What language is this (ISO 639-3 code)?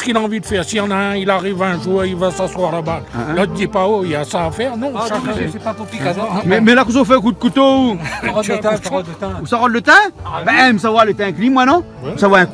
rcf